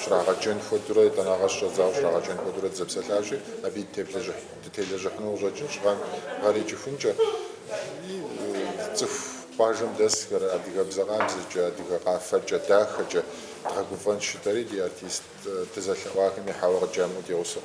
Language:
Kabardian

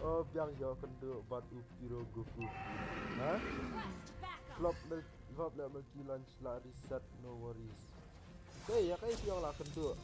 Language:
Khasi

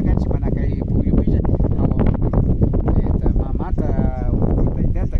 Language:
Imbabura Highland Quichua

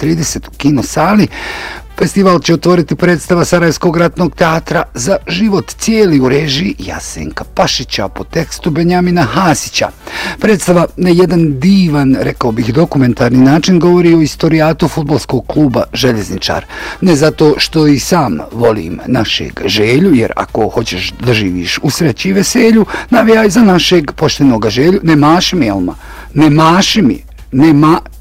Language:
Bosnian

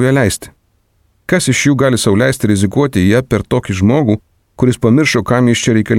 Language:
Lithuanian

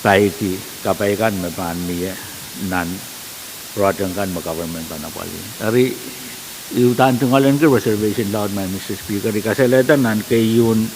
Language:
Pohnpeian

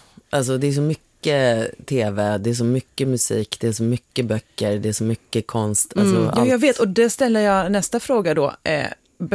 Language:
Swedish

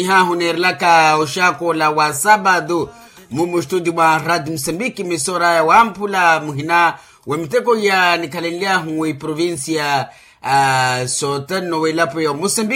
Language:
Makhuwa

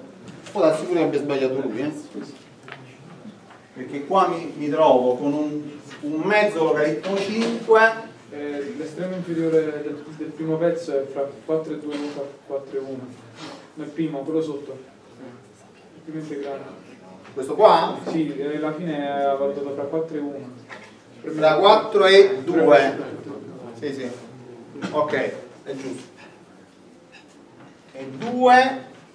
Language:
Italian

